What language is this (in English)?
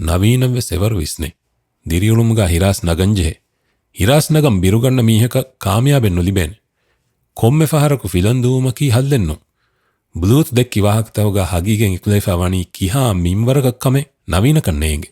Divehi